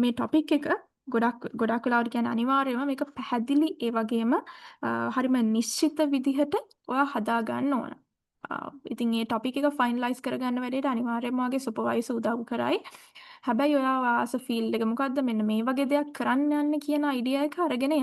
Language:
Sinhala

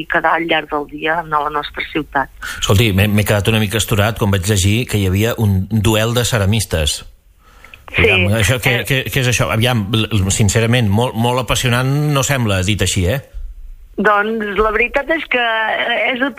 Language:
Catalan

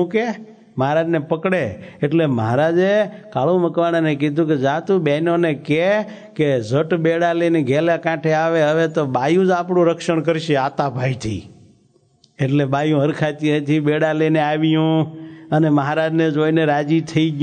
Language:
Gujarati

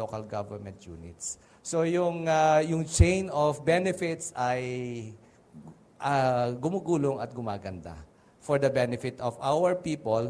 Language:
Filipino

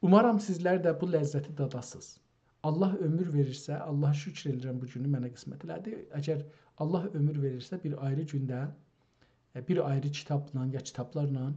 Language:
South Azerbaijani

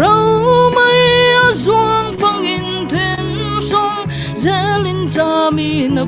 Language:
Falam Chin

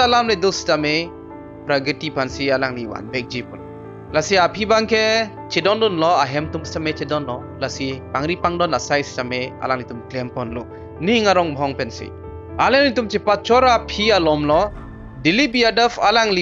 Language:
Karbi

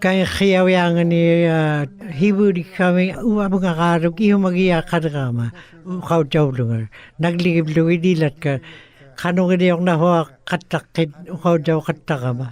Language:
Western Canadian Inuktitut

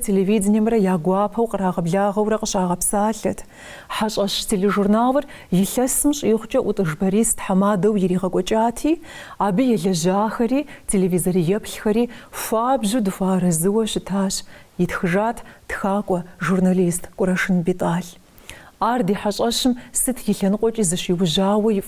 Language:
Kabardian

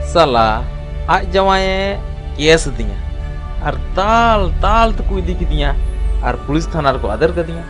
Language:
Santali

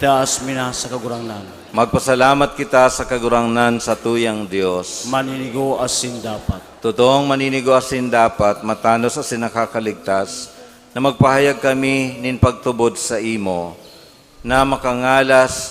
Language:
Bikol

